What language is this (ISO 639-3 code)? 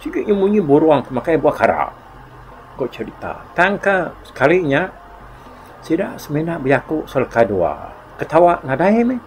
iba